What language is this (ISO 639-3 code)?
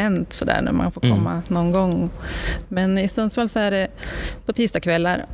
swe